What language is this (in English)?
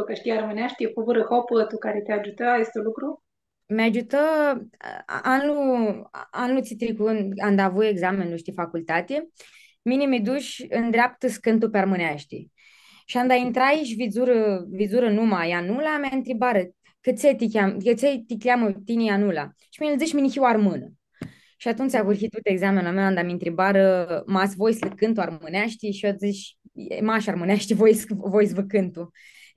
Aromanian